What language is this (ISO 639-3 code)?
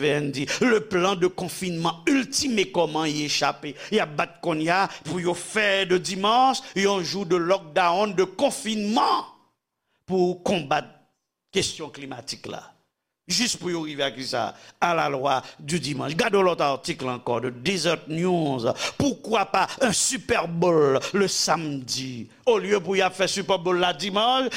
hat